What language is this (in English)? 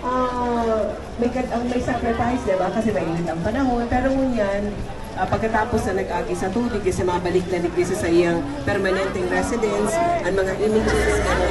Bikol